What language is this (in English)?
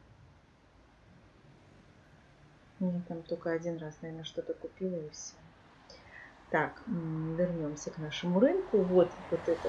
Russian